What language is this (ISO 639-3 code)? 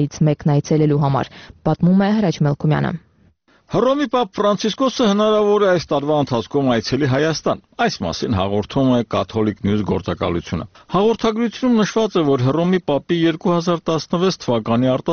hye